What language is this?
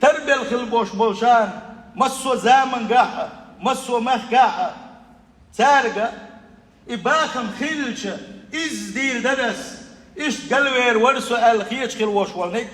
Chechen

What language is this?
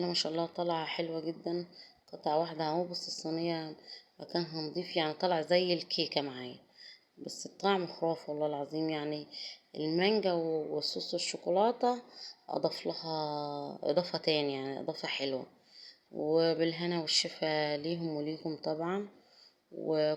Egyptian Arabic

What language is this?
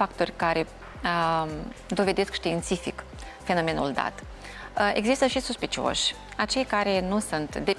Romanian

